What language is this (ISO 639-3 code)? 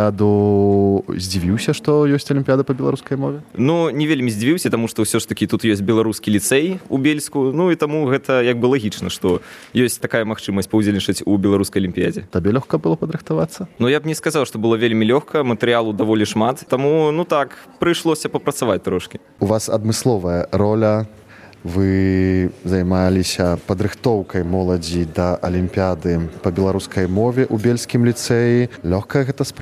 bel